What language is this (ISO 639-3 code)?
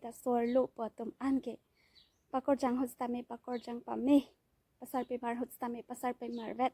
mjw